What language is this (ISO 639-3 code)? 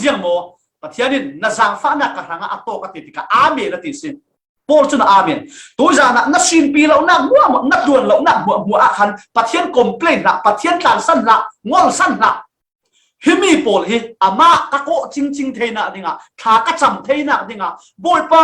cfm